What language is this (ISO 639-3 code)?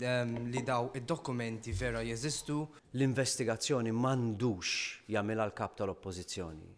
mlt